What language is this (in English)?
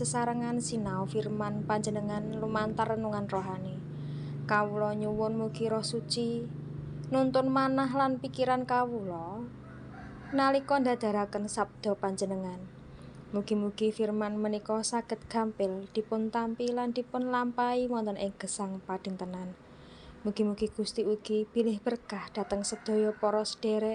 Javanese